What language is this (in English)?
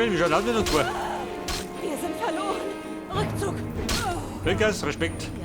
Bavarian